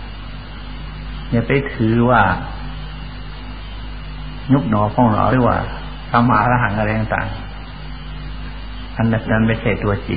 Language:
Thai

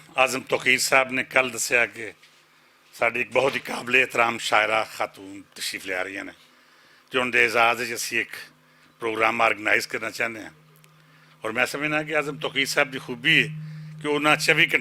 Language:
Western Panjabi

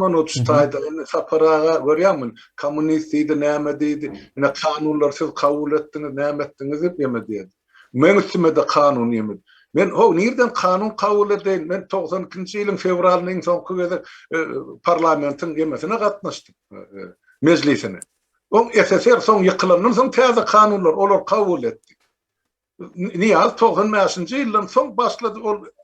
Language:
Turkmen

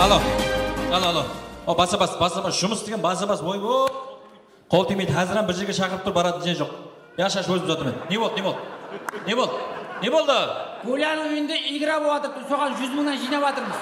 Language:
Kara-Kalpak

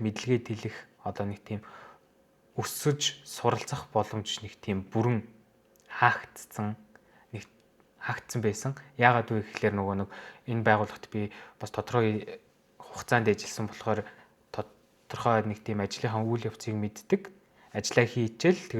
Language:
Mongolian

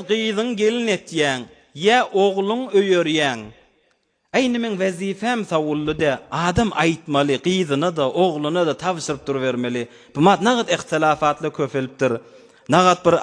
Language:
Turkmen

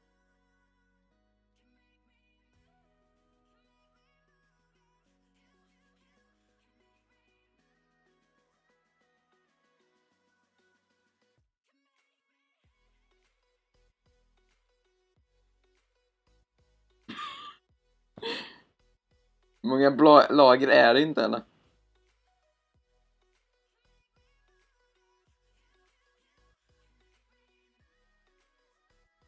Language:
Swedish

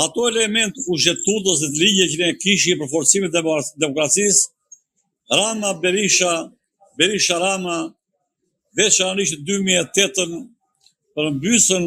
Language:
Albanian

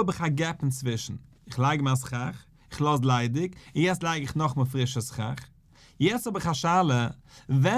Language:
Yiddish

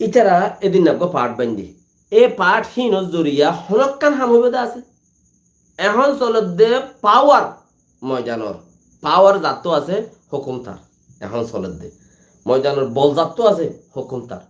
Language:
Rohingya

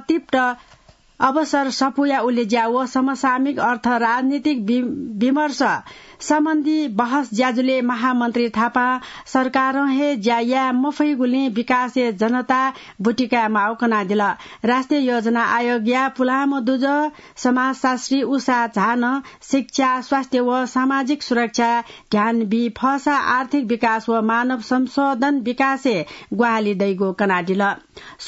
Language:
Newari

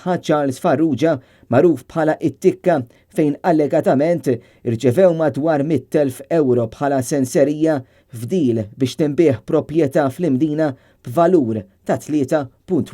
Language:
Maltese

